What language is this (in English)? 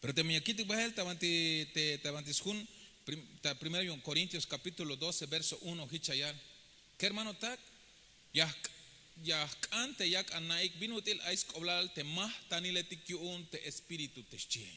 Tzeltal